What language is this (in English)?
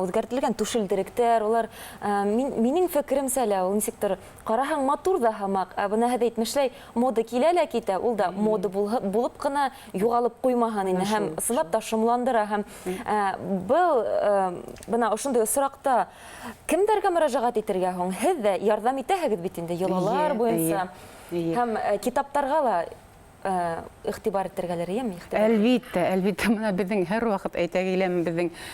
Bashkir